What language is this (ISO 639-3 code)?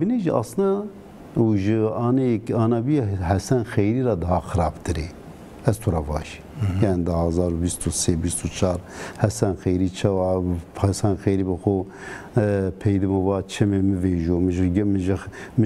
zza